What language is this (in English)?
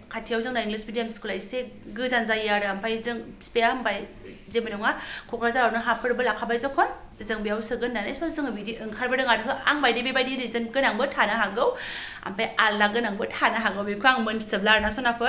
Bodo